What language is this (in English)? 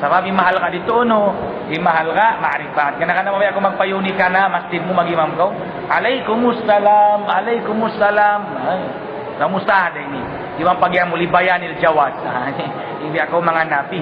Tausug